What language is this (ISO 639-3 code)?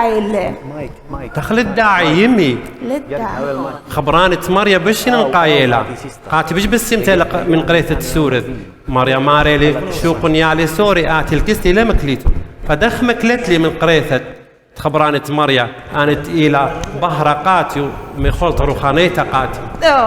aii